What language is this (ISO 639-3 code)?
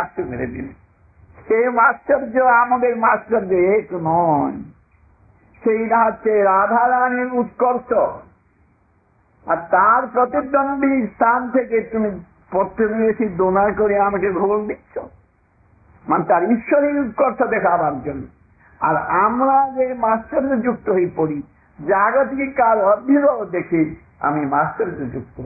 ben